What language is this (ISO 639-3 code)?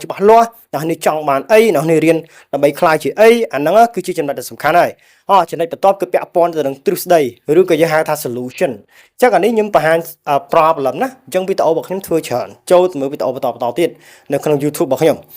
khm